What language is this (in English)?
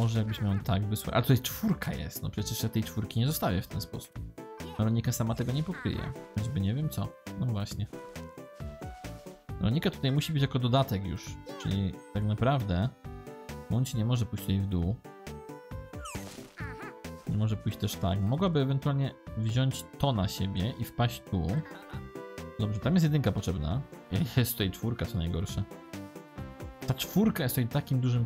Polish